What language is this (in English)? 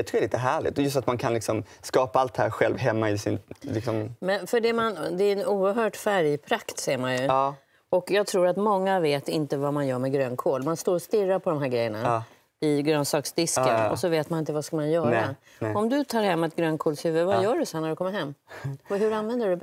Swedish